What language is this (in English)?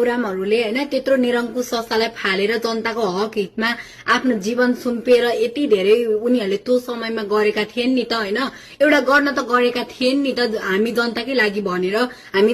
Nepali